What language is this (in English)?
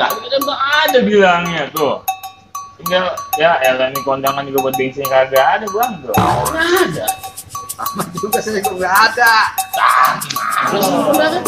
Betawi